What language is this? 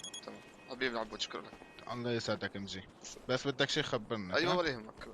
North Levantine Arabic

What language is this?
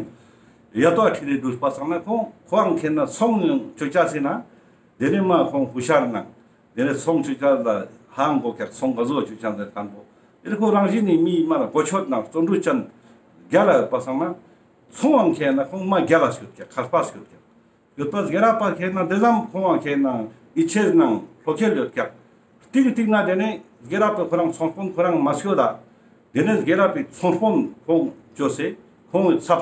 Ladakhi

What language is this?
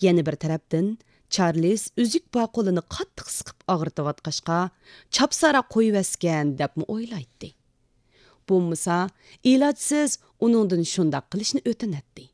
Uyghur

